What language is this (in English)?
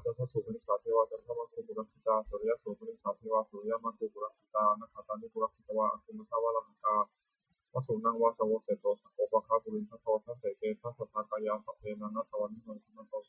Pali